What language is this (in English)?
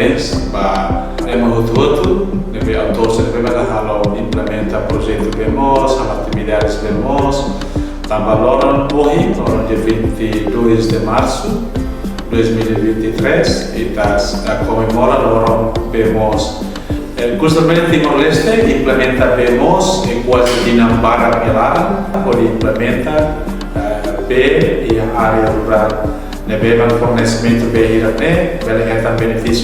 Tetum